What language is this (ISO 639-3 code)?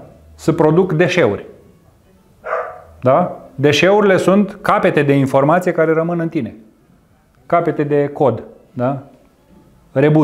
ron